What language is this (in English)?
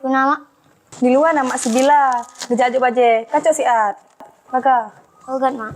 Achinese